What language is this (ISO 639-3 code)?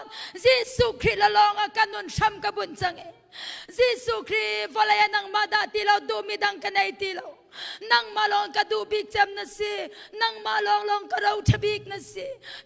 cnh